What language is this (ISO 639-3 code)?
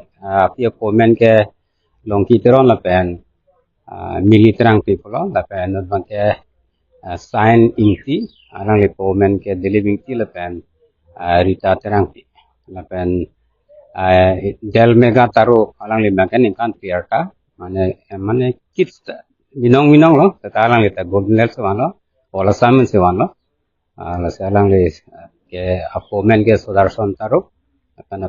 mjw